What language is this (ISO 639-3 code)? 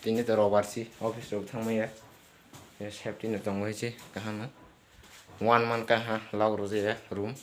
trp